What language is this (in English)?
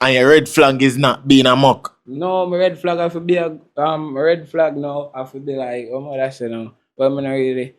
Jamaican Creole English